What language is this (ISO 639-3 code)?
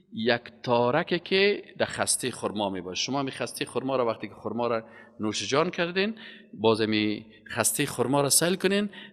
fas